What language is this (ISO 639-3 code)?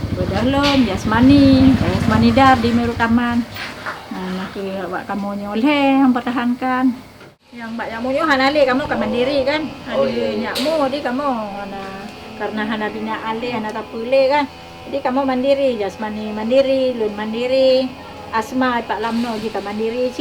ace